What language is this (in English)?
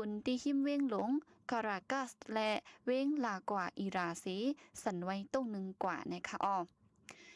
Shan